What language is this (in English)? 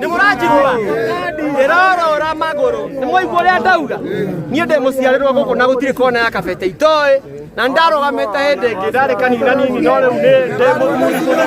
Kikuyu